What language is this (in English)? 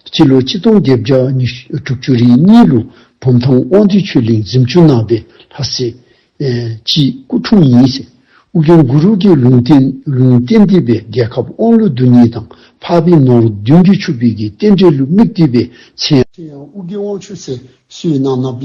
Dzongkha